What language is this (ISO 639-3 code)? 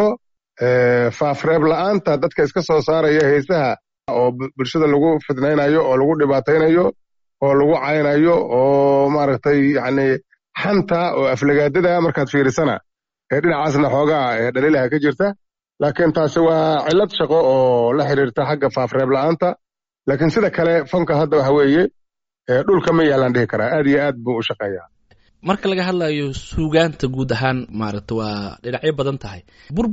som